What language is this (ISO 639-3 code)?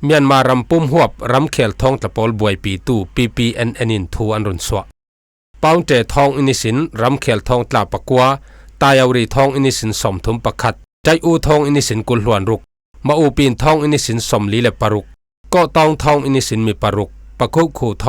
cfm